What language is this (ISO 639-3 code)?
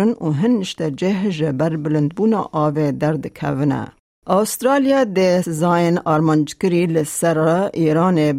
kur